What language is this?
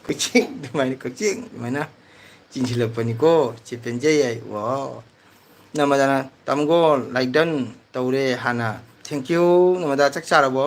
Manipuri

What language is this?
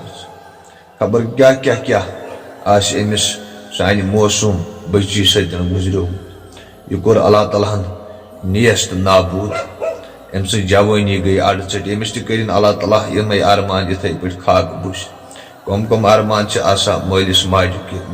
Kashmiri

